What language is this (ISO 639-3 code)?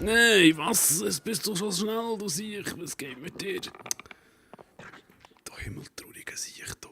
gsw